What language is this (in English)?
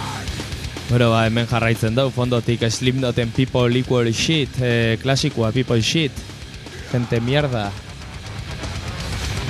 Basque